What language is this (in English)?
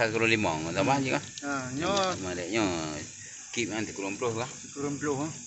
Achinese